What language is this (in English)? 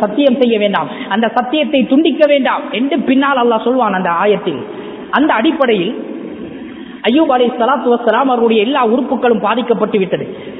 Tamil